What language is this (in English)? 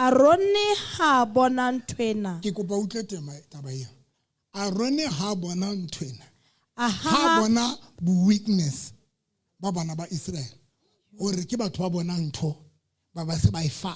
Southern Sotho